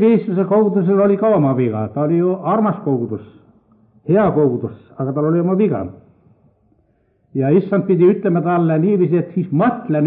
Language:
Estonian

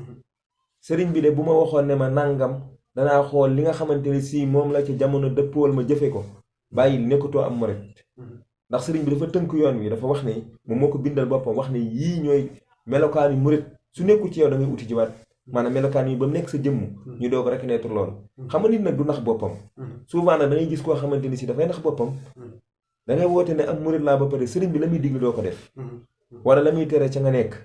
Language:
Wolof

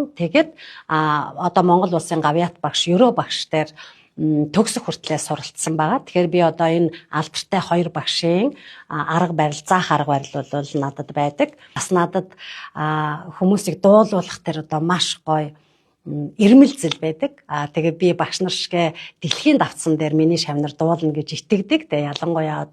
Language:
Mongolian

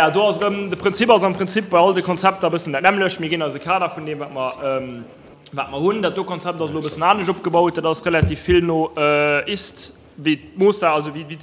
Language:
Luxembourgish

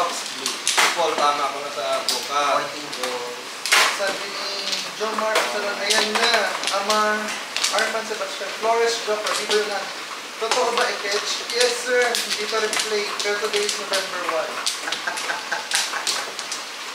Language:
Filipino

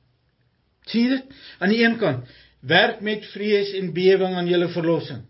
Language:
Afrikaans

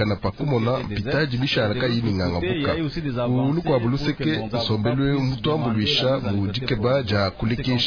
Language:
Luba-Lulua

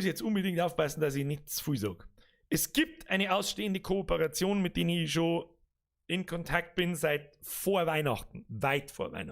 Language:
Bavarian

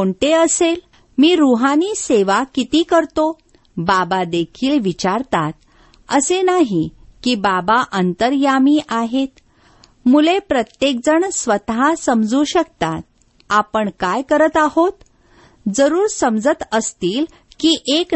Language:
Marathi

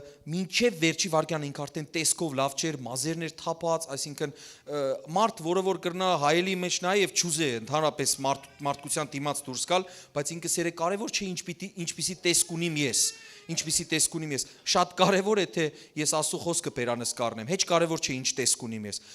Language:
Western Armenian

